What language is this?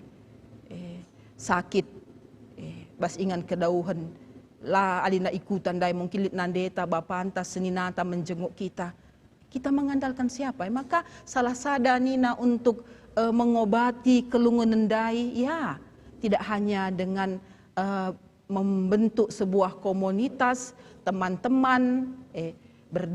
Batak Karo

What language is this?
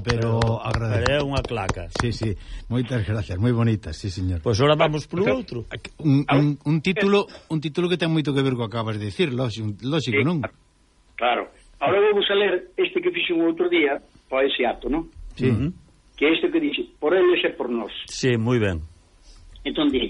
Galician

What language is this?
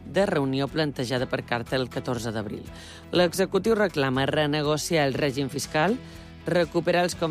Catalan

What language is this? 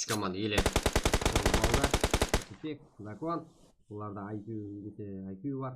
Kara-Kalpak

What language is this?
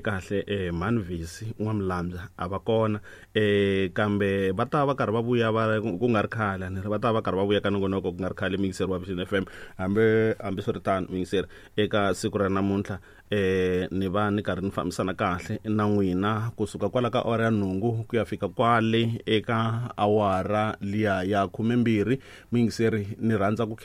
Tsonga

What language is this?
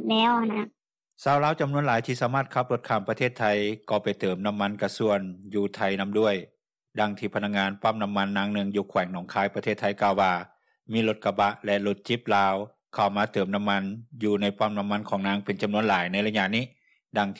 Lao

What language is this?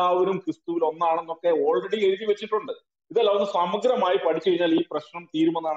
Malayalam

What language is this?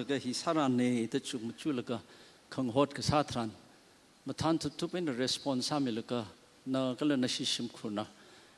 Tangkhul Naga (India)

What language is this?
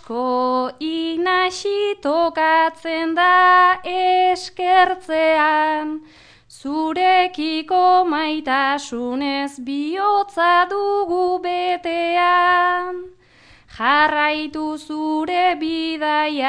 Basque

